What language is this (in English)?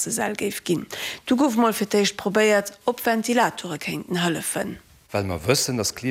Luxembourgish